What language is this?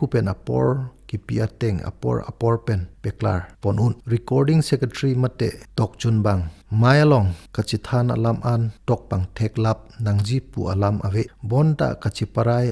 Karbi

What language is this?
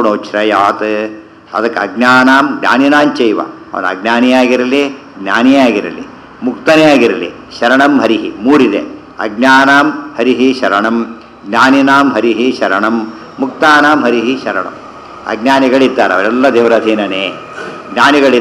Kannada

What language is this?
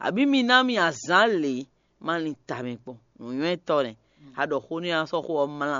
Fon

